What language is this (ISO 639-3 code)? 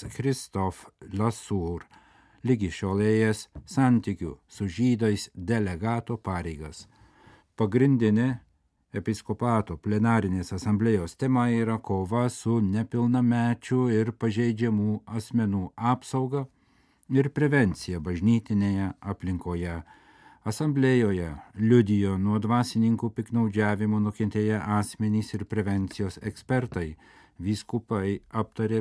lit